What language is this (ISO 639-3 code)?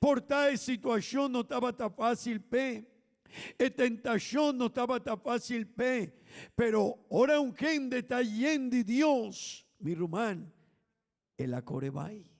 pap